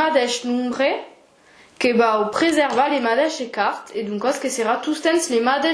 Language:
Occitan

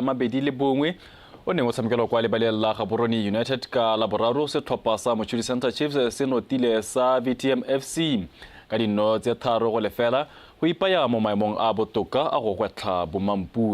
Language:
Tswana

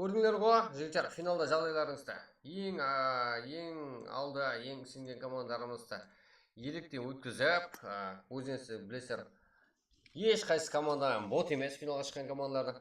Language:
Kara-Kalpak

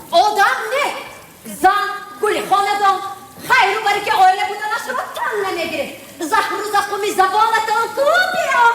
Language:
Tajik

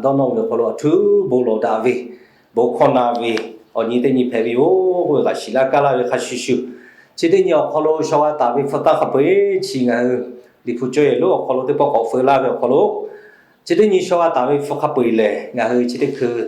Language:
Lahu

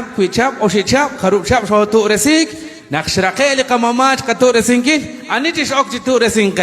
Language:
Kekchí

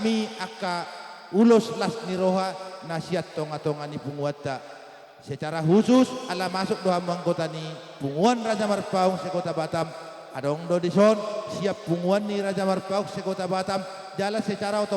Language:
Batak Toba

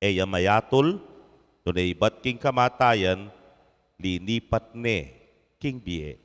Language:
Pampanga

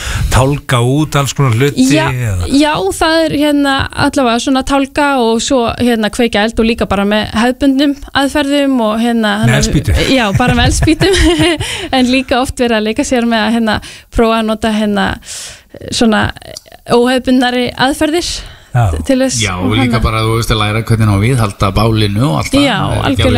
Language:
Icelandic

